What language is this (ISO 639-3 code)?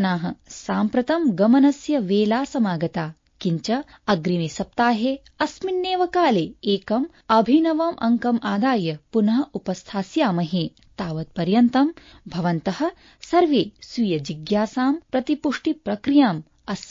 san